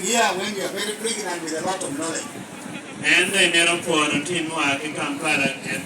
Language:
Lango (Uganda)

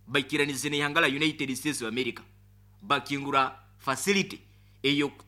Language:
Nyoro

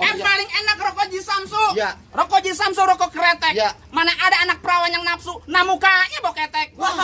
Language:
Betawi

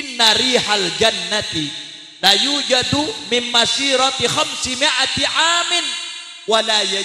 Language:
Madurese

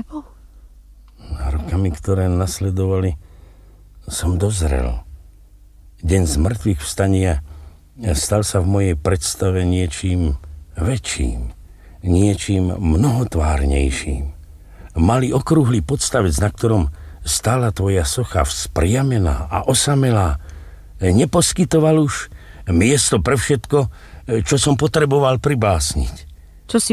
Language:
Slovak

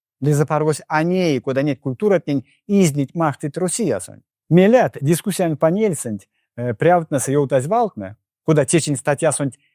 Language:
Erzya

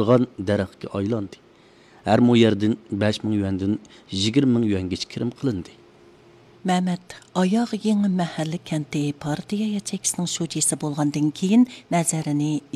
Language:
Uyghur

